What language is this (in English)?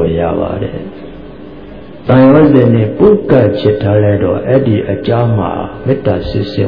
Burmese